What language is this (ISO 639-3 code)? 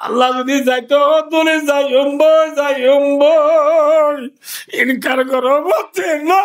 rhg